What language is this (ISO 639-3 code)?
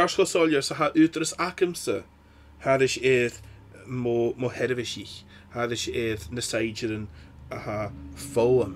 gla